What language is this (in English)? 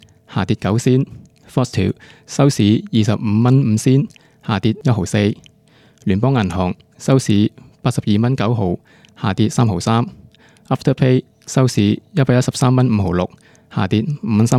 Cantonese